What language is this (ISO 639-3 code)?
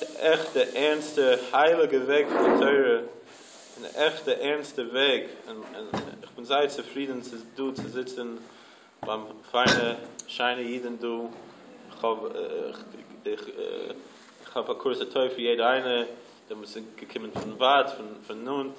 yid